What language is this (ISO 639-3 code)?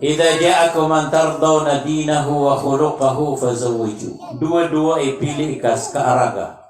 mrw